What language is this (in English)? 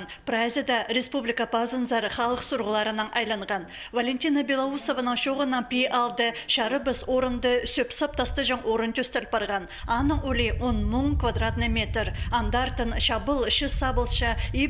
Khakas